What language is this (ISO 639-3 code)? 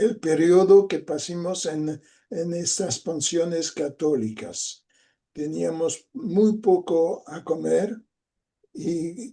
lad